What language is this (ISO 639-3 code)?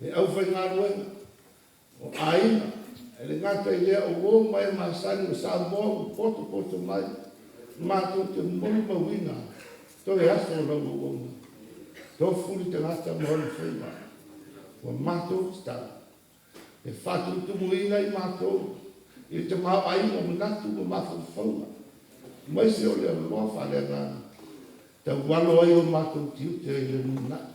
smo